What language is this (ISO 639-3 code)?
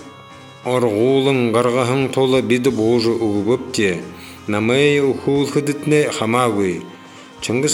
bua